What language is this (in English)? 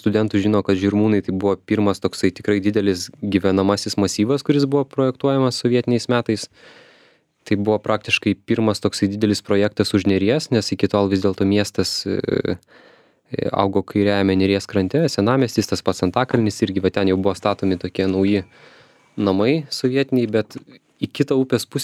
Lithuanian